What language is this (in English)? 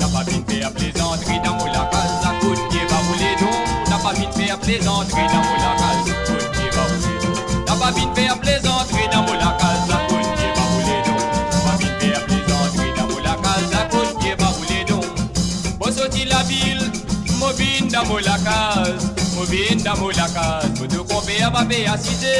Morisyen